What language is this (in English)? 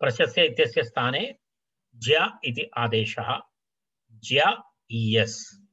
Sanskrit